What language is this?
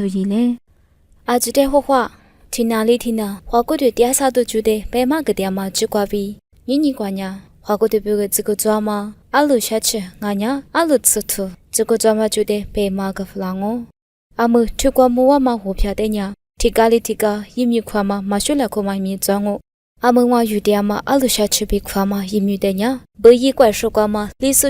Lisu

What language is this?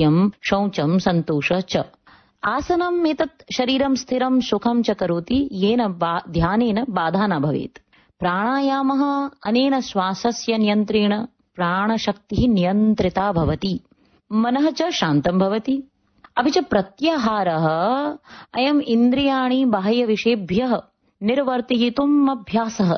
Sanskrit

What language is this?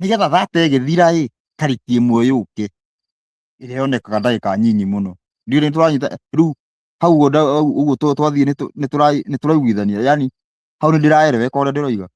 Kikuyu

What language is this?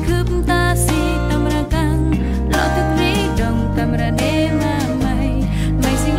Central Mnong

